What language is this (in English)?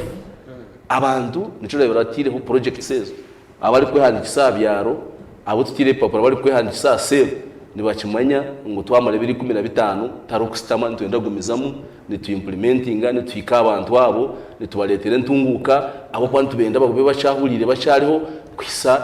Nyankole